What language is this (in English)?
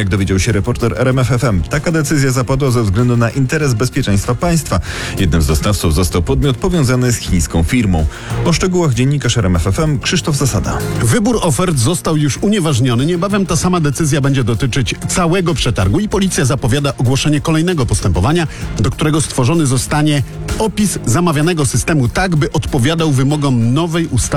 Polish